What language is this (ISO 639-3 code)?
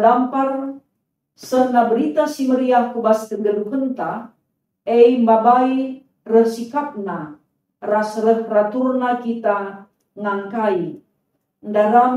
btx